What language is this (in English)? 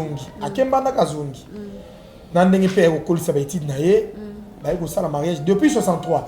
Lingala